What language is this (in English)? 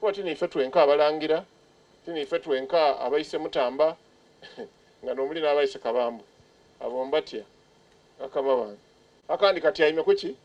Soga